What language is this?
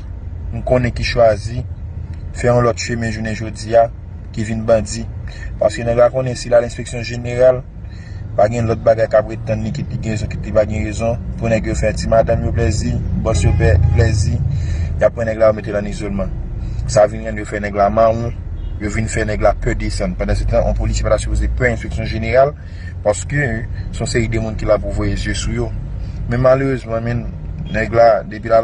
Haitian Creole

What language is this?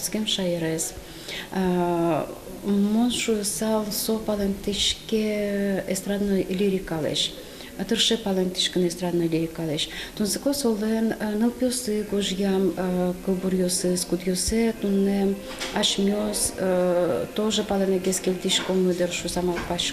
Udmurt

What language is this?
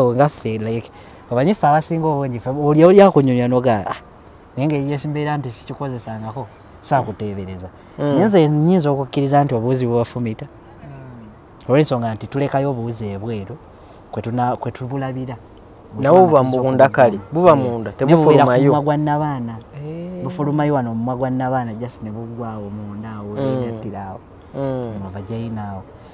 Ganda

